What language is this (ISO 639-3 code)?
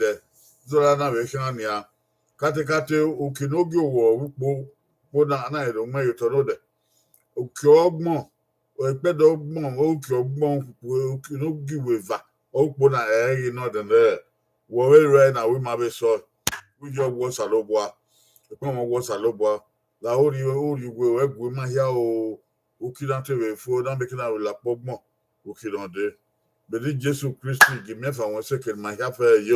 bin